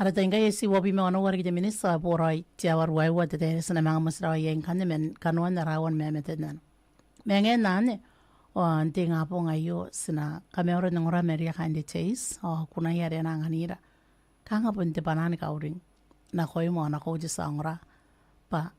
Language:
Gilbertese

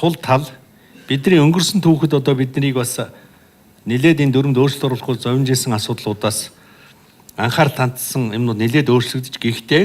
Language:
Mongolian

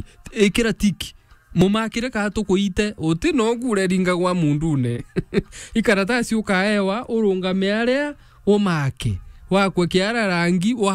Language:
Meru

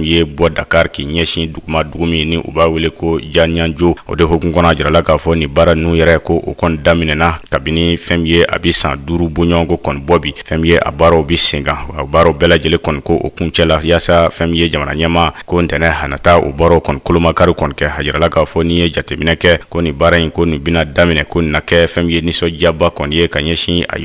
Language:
Bambara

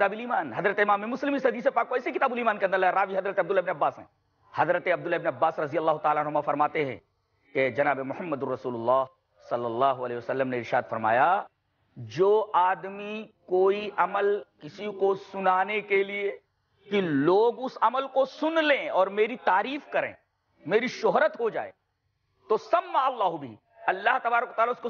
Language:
Urdu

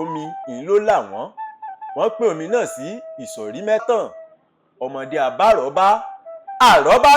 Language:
Yoruba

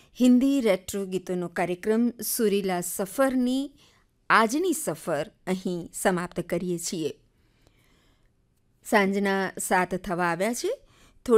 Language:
Gujarati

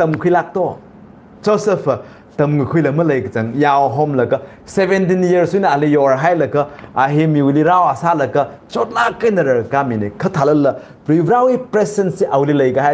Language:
Tangkhul Naga (India)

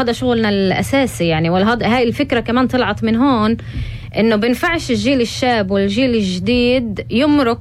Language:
North Levantine Arabic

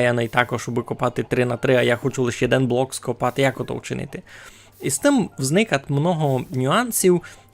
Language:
Rusyn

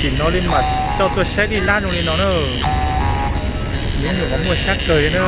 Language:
Hmong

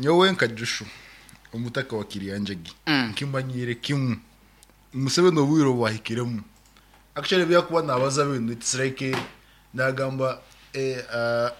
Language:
Nyankole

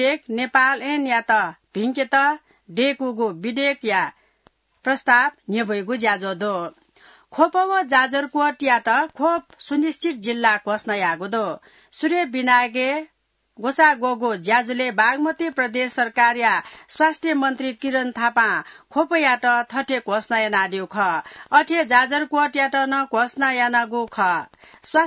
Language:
Newari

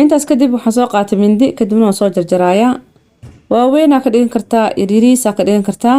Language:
Somali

